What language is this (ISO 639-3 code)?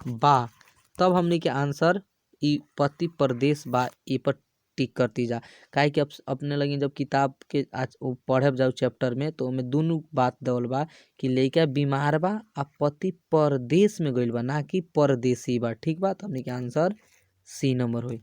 bho